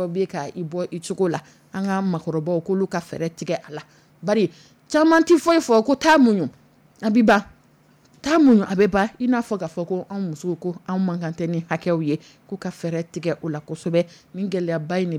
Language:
Dyula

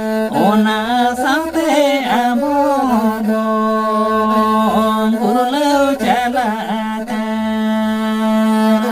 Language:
Santali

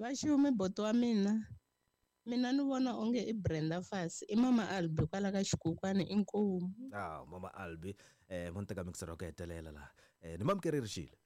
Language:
Tsonga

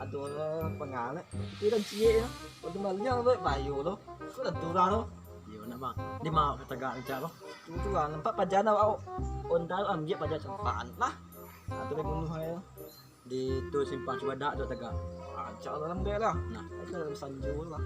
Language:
Minangkabau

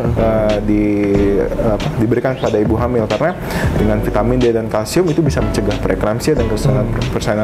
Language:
Indonesian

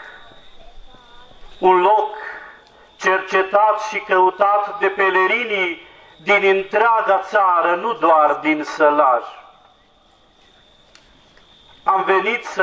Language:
Romanian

